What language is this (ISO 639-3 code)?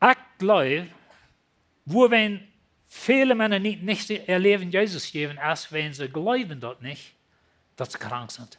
pdt